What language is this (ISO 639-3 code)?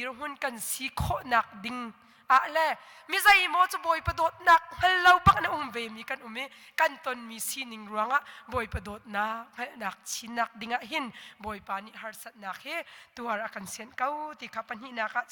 cnh